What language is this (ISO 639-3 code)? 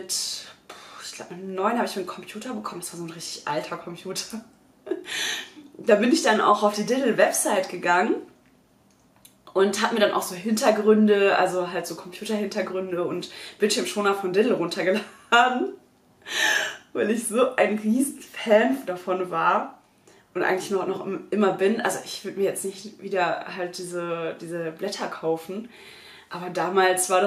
deu